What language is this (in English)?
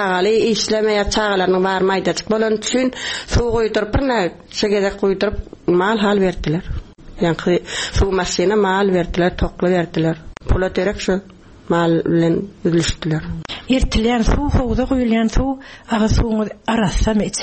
Turkmen